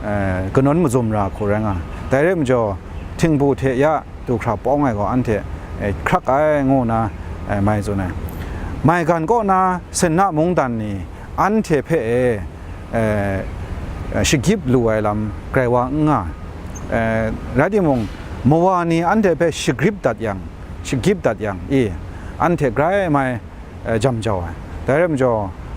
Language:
Kachin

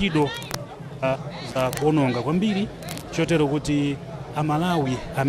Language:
Nyanja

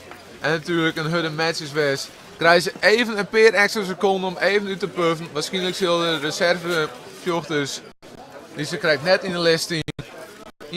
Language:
Western Frisian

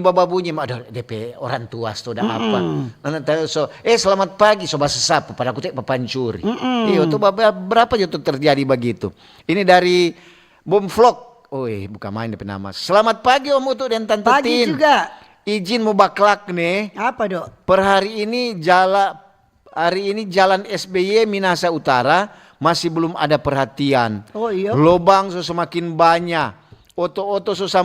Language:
Manado Malay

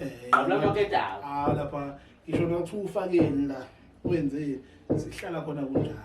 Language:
Zulu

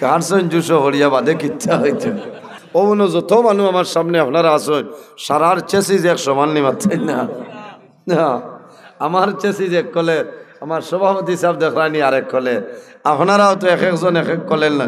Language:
Sylheti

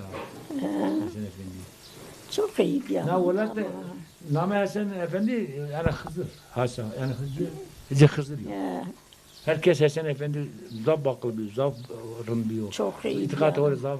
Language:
Zaza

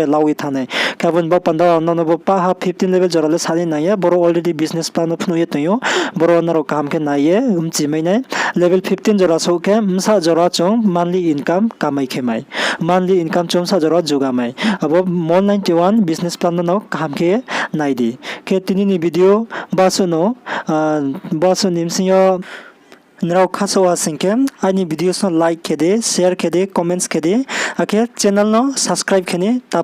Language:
Riang (India)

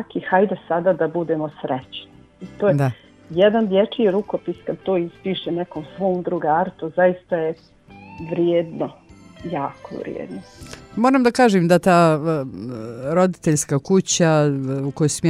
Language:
Bosnian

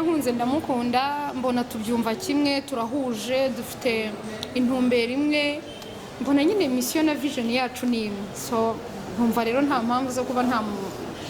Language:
Kinyarwanda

